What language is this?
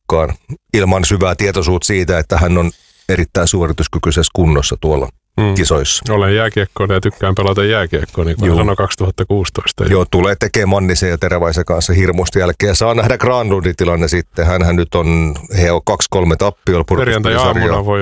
Finnish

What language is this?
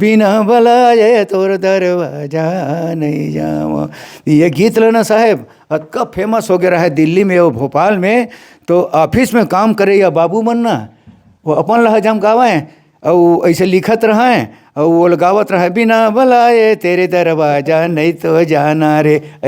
Chhattisgarhi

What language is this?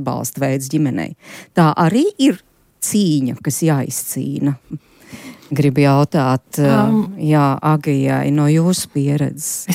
Latvian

